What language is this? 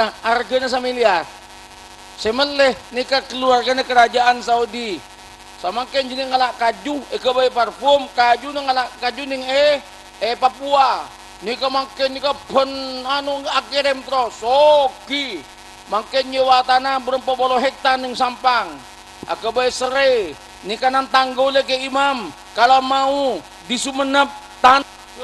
Madurese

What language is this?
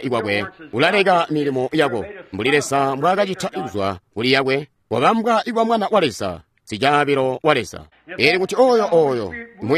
Tonga (Zambia)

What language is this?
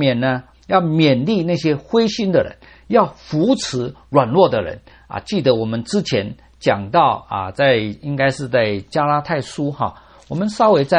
Chinese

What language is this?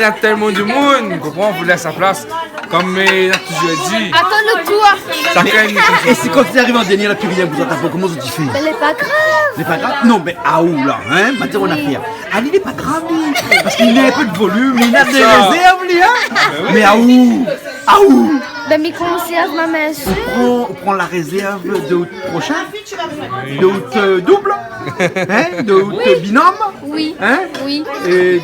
Réunion Creole French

